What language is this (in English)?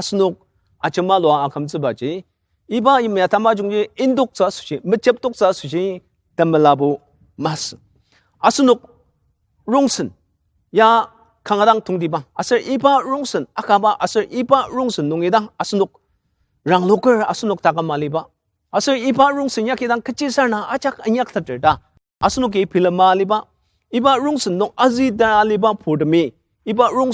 Ao Naga